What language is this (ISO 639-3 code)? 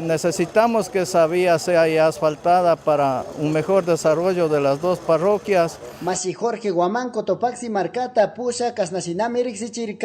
qug